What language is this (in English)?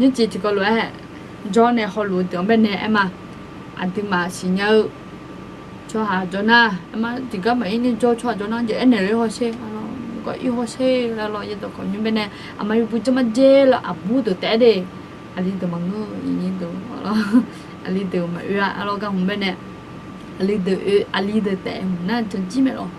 Akha